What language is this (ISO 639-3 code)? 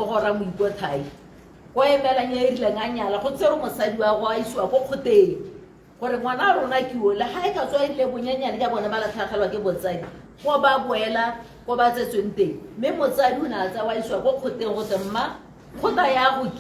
tsn